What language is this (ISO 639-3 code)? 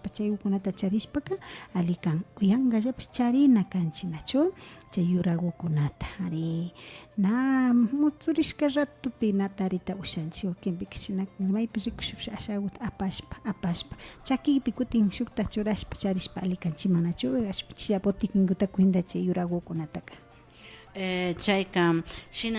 qvi